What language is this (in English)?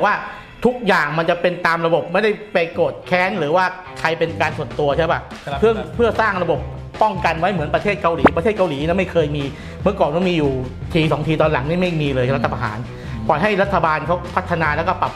Thai